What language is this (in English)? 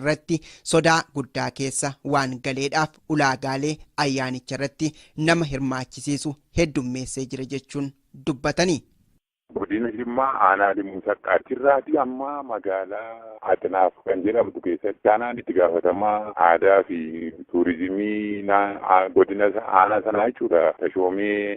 Oromo